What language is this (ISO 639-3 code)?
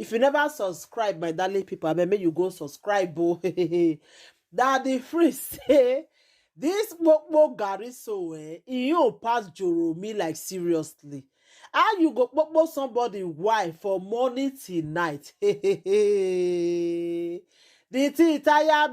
pcm